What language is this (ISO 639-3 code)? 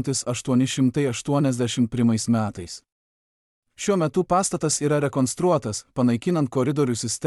lit